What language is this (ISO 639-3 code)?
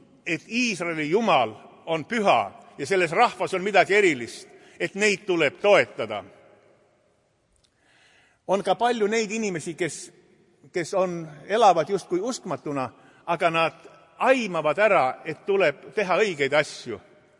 est